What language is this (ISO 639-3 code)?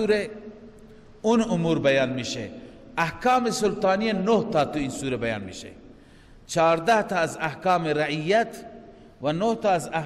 fas